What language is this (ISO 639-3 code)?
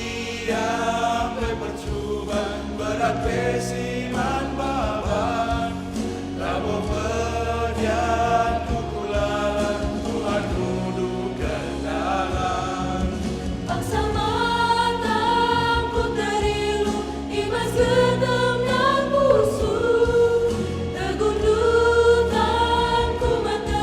btx